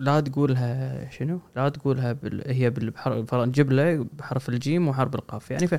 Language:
Gulf Arabic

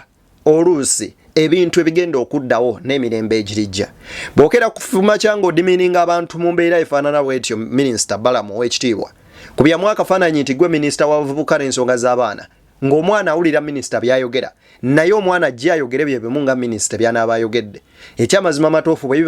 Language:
Ganda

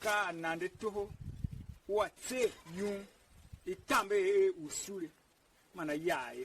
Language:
Tiv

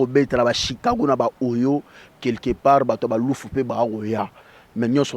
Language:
Lingala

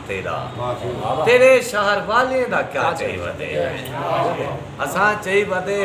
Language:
Saraiki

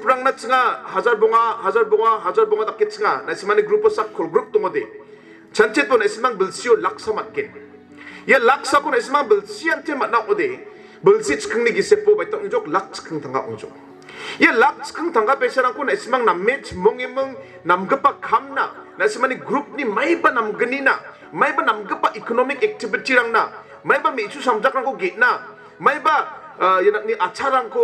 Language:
Garo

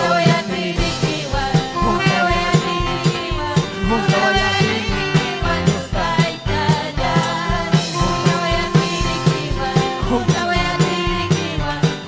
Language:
Ayacucho Quechua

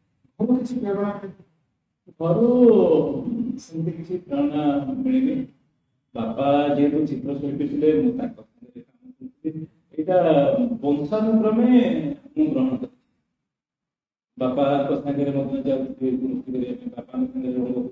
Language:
Odia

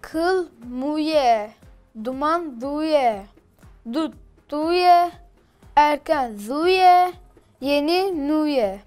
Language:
Kurdish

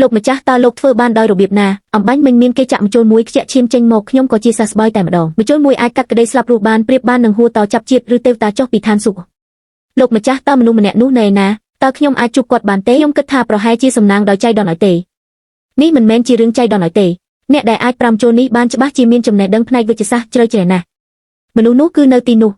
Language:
Khmer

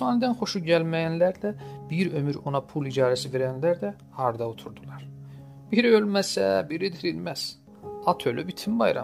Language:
South Azerbaijani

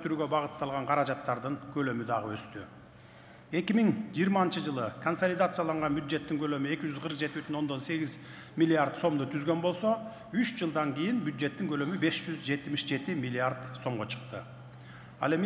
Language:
Kyrgyz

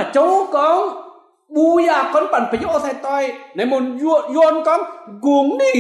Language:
Kim Mun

